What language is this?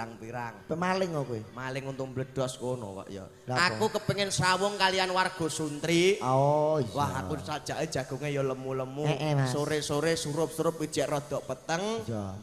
Javanese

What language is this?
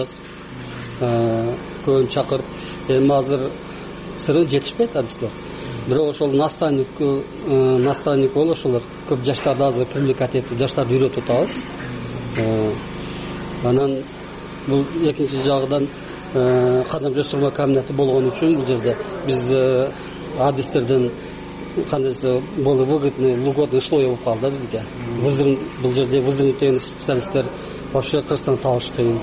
Kyrgyz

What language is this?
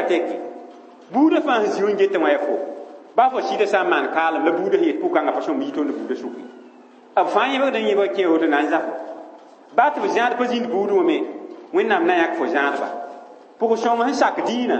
Mossi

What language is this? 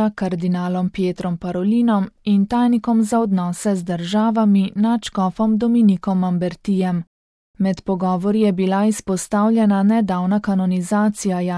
Slovenian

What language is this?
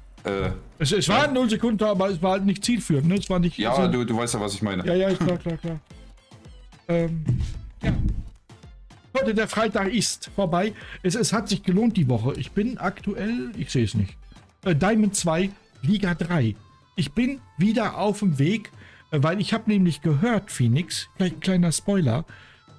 German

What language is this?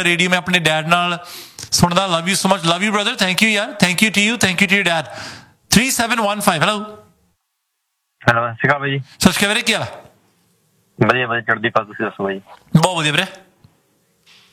Punjabi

